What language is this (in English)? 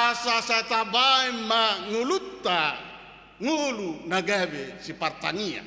Batak Toba